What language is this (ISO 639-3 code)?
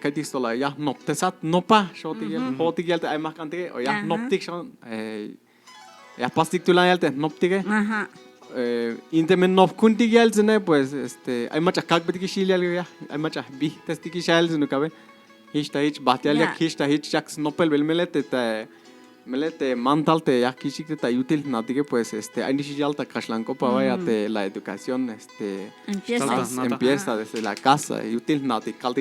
tzh